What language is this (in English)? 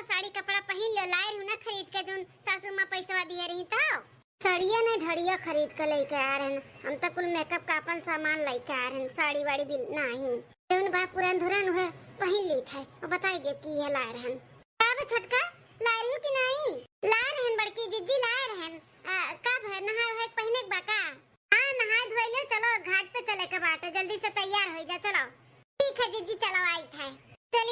Awadhi